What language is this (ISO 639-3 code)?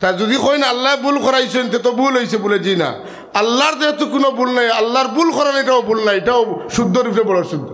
syl